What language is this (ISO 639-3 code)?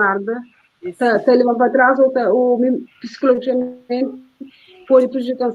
kea